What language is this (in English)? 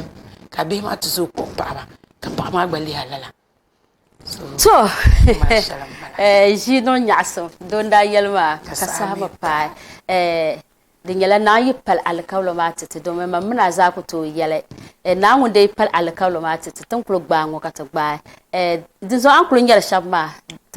Dagbani